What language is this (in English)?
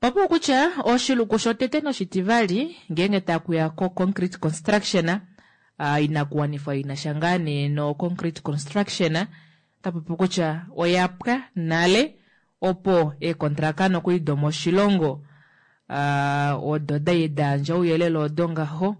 Kuanyama